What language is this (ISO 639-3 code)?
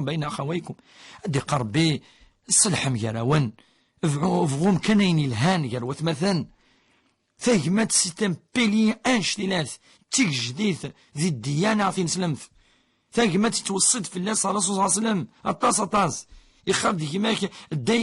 kab